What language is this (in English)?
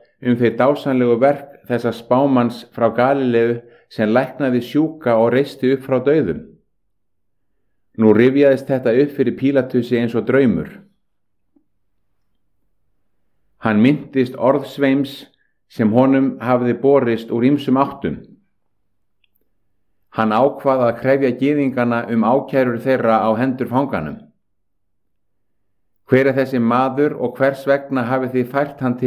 Icelandic